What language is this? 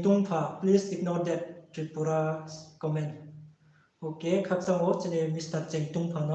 Riang (India)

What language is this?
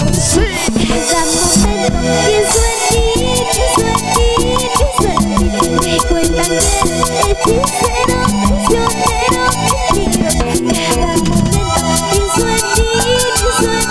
Spanish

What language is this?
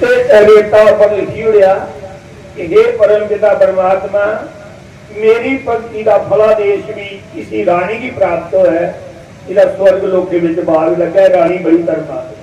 Dogri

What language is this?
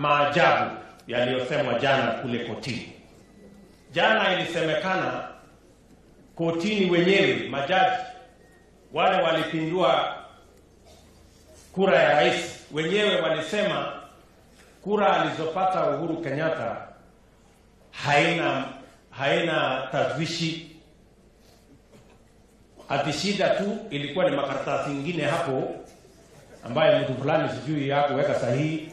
Swahili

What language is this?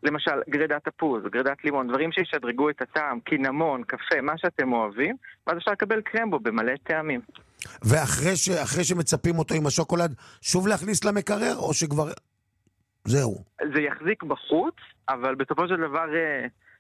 Hebrew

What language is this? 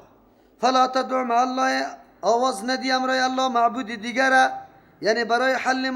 Persian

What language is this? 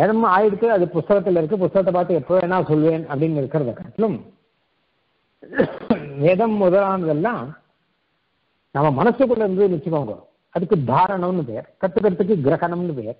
Tamil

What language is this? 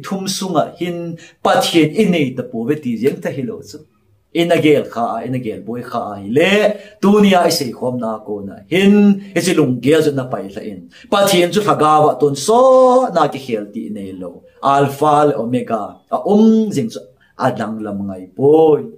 Thado Chin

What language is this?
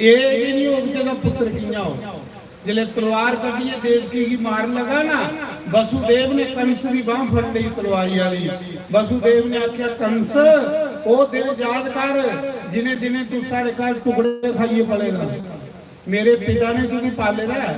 Dogri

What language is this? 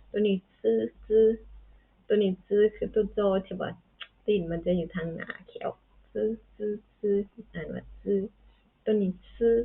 Lao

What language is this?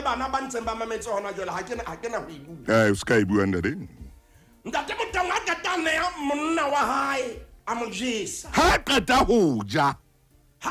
Southern Sotho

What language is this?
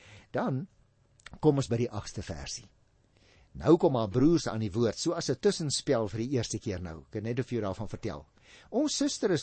Afrikaans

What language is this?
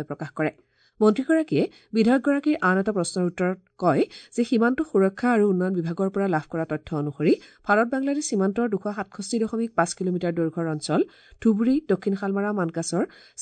Assamese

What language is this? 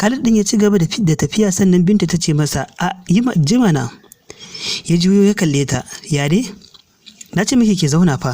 Hausa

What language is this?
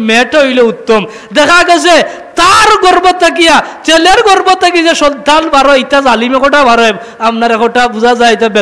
Sylheti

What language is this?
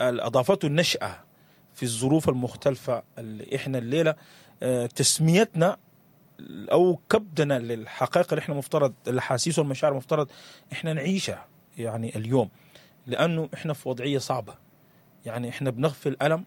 Sudanese Arabic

